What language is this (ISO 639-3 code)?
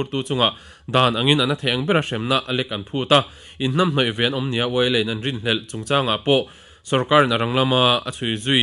lus